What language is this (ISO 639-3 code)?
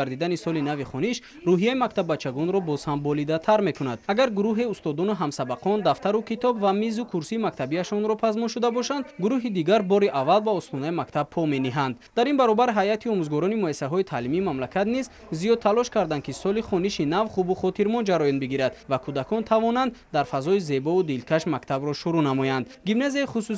tgk